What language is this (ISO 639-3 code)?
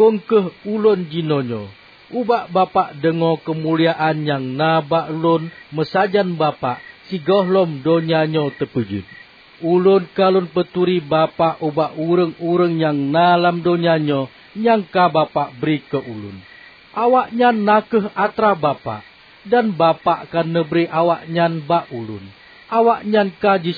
ace